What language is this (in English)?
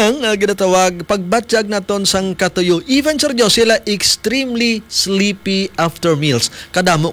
Hiligaynon